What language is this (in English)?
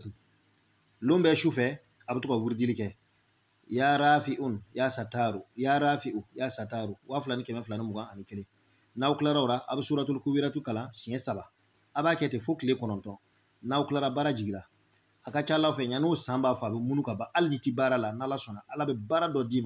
Bambara